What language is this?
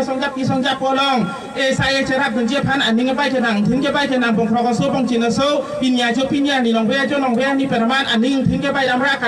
Karbi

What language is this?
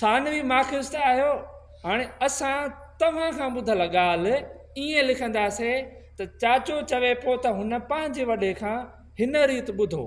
Sindhi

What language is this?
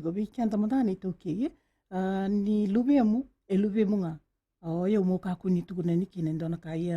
Fijian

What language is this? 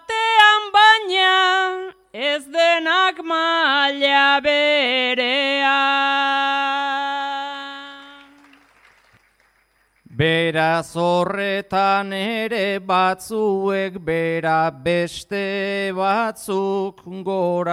Basque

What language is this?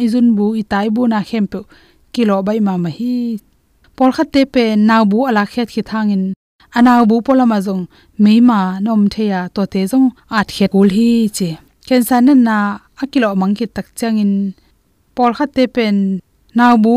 Tedim Chin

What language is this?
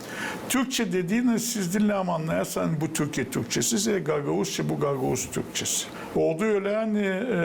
Gagauz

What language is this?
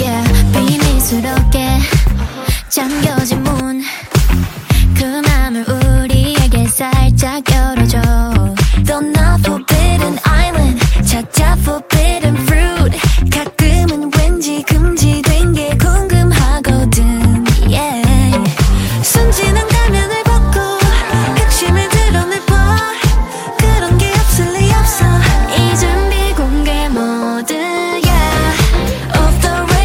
Korean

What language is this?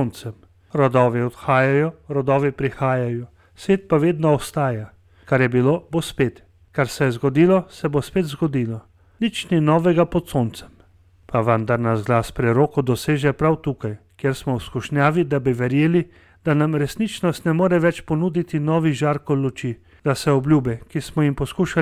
Slovenian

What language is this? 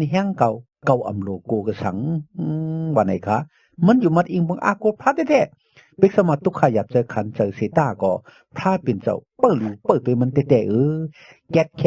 Shan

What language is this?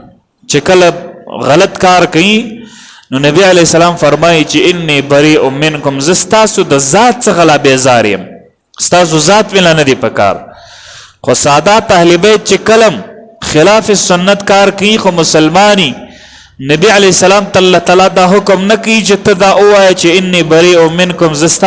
Pashto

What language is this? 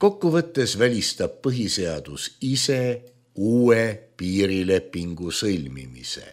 Estonian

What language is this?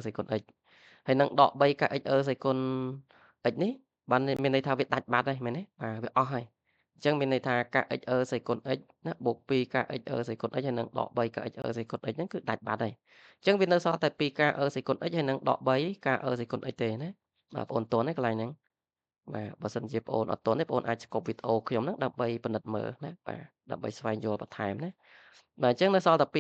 Khmer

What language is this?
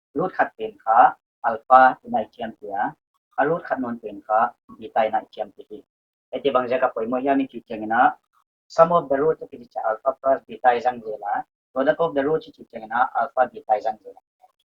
Paite Chin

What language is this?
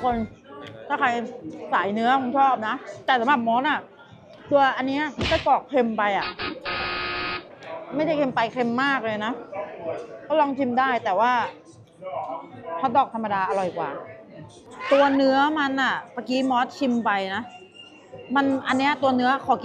Thai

